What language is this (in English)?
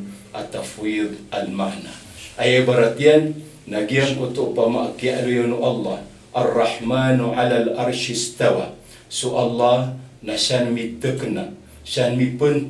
Maranao